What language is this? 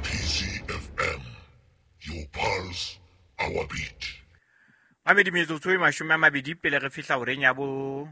Southern Sotho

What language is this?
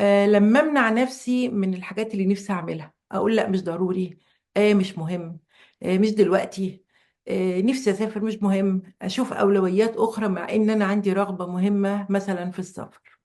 Egyptian Arabic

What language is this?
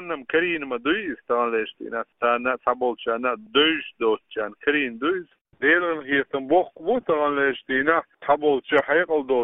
Chechen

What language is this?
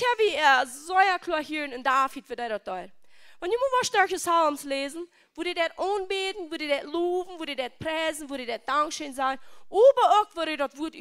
Plautdietsch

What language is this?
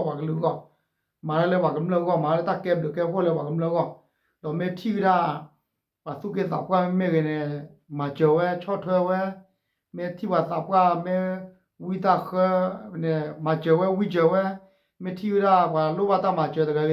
S'gaw Karen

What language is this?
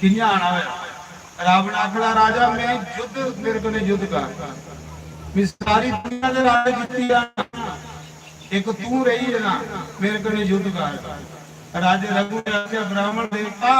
Dogri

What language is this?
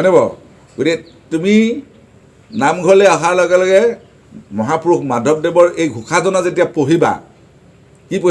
Assamese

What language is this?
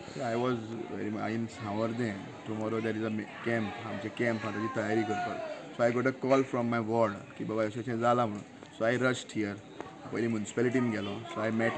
Konkani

